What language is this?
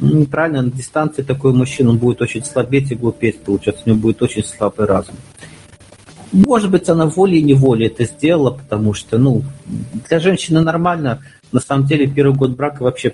Russian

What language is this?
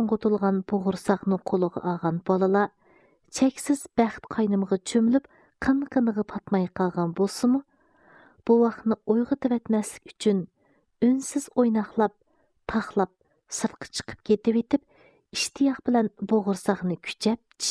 Uyghur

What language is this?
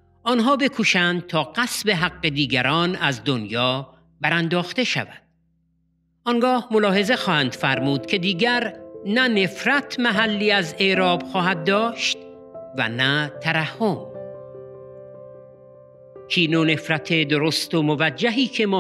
Persian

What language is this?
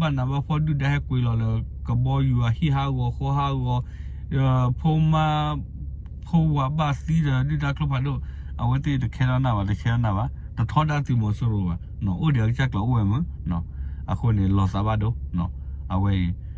S'gaw Karen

